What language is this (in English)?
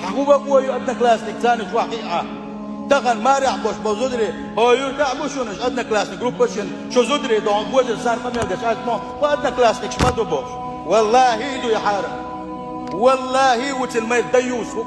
Chechen